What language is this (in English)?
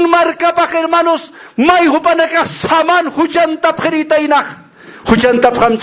Aymara